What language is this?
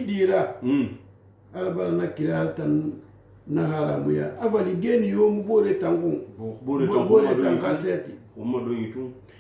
Susu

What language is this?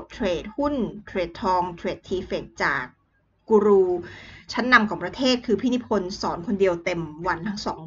Thai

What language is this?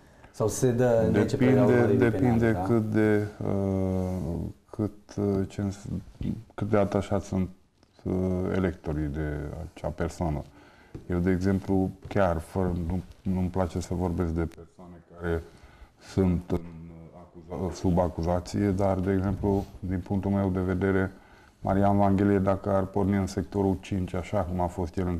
Romanian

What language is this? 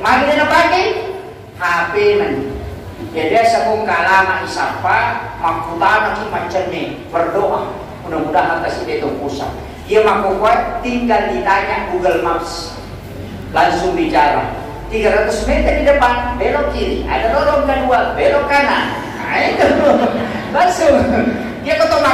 Buginese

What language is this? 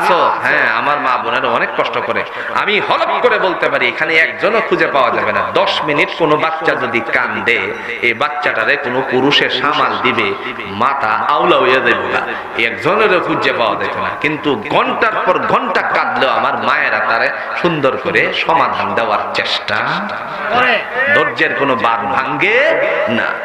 Bangla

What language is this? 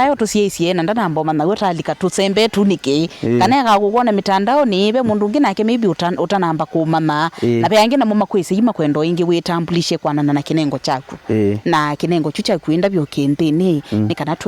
Kamba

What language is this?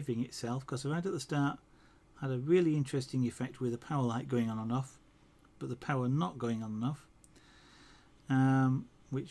English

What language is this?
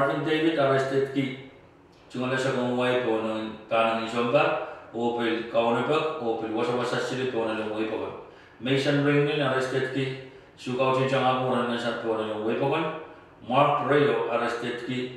Pohnpeian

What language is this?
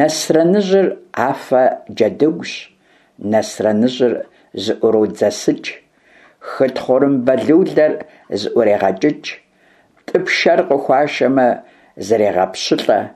Kabardian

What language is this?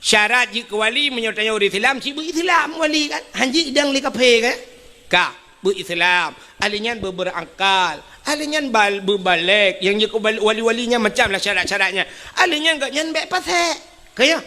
Achinese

